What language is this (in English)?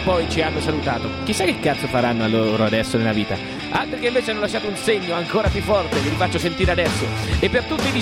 Italian